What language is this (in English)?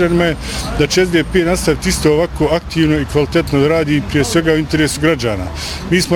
Bosnian